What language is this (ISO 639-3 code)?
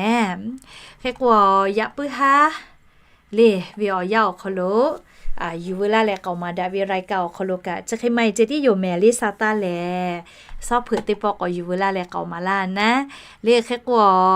lhu